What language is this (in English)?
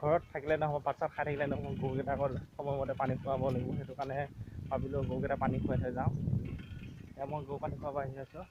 Assamese